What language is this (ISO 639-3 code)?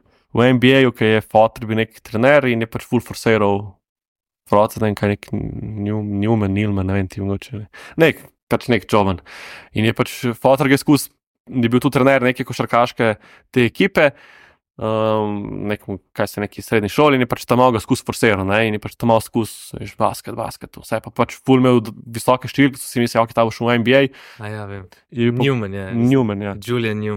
slv